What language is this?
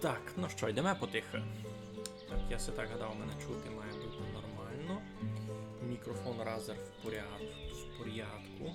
Rusyn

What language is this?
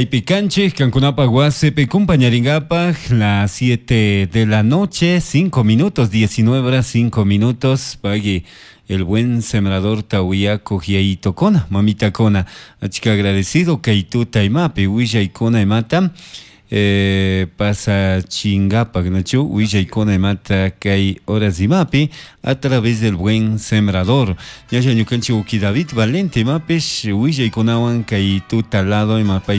Chimborazo Highland Quichua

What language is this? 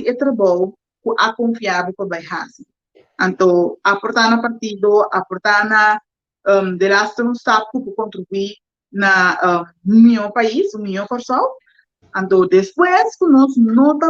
Papiamento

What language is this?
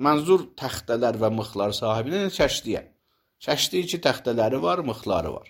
Azerbaijani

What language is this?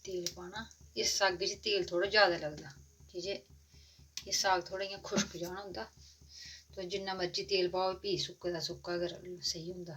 Dogri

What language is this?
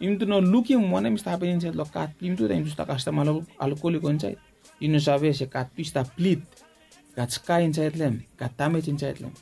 Bislama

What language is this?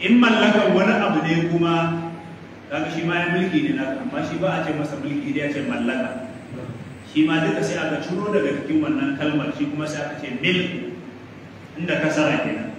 Hausa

